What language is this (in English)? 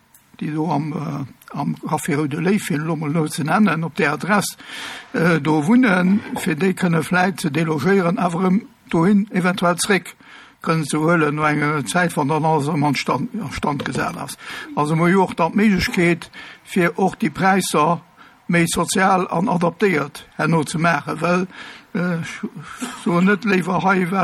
Luxembourgish